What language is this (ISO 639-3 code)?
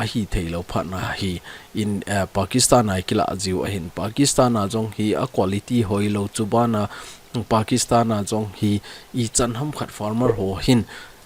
tcz